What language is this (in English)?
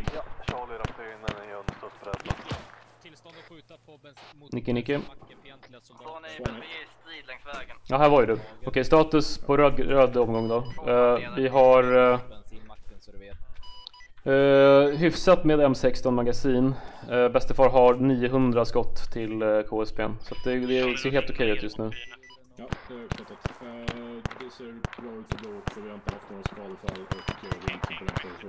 Swedish